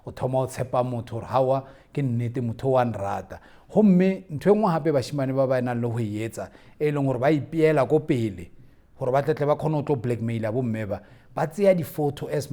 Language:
Tswana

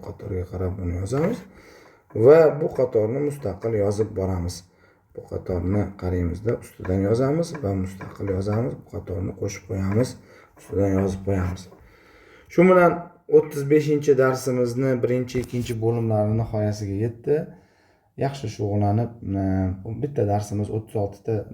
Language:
Uzbek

